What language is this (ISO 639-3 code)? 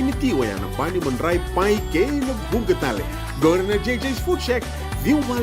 fij